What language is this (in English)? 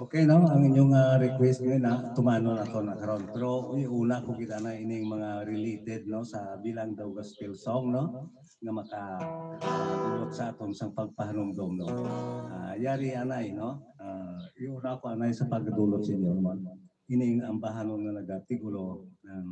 Hiligaynon